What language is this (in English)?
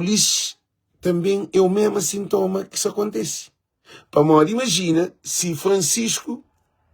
Kabuverdianu